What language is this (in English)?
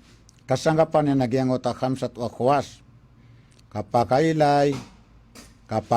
Maranao